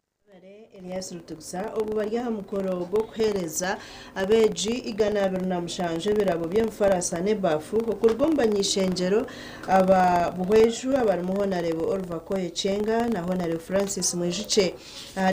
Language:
Nyankole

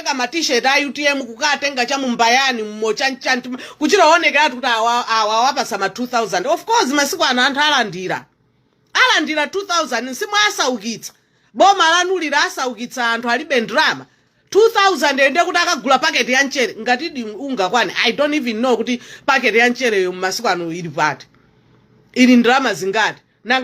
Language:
Nyanja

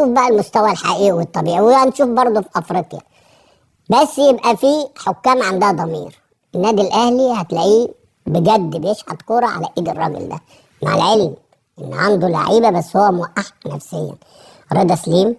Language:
Egyptian Arabic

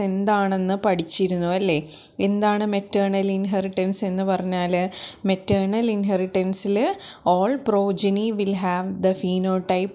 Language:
Malayalam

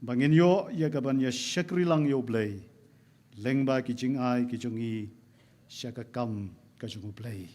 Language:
Khasi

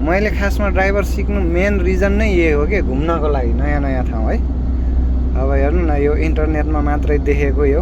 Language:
Nepali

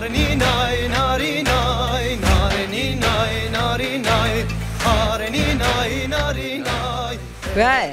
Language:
Zaza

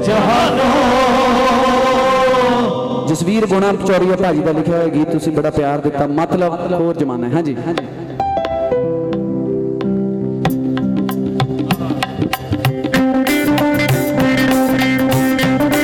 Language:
Punjabi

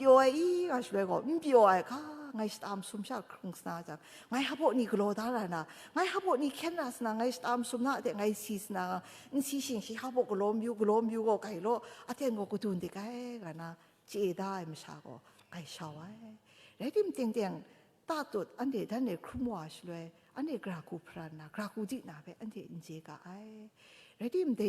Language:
Kachin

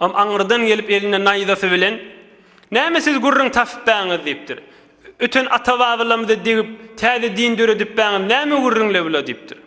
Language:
Turkmen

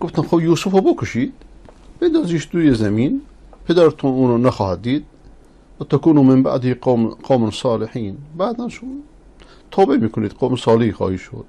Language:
Persian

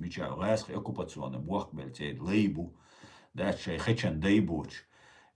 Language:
Chechen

